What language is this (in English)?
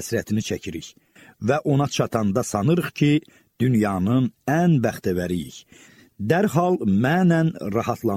Azerbaijani